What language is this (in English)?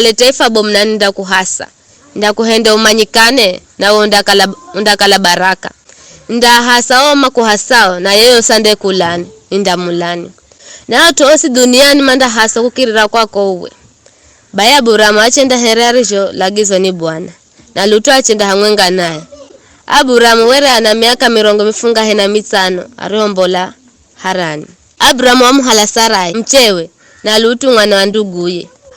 Giryama